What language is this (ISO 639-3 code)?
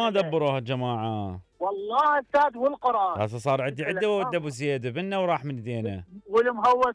acm